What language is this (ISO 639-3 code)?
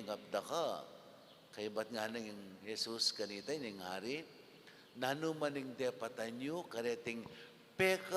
pam